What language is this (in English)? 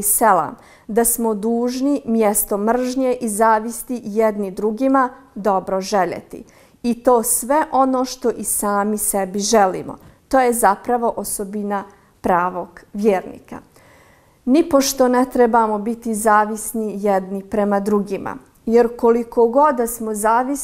Bosnian